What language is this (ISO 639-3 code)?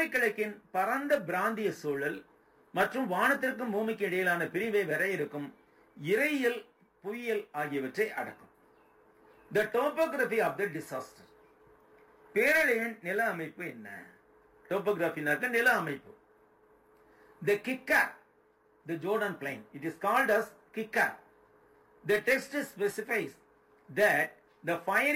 tam